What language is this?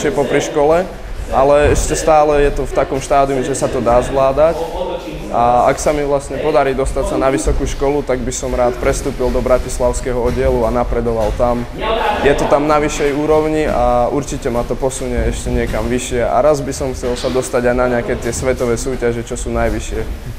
Slovak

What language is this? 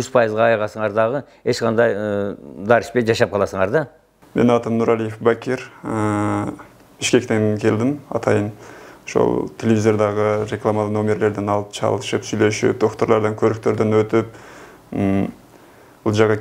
Kyrgyz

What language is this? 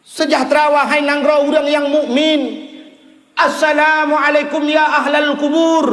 Achinese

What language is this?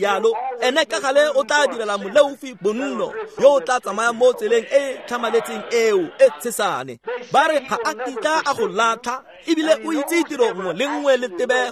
Tswana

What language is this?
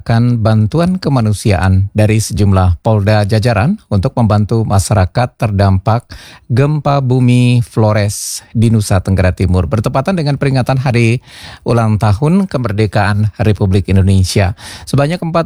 Indonesian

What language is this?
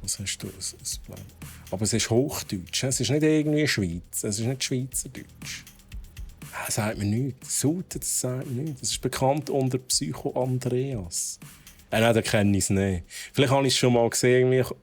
Swiss German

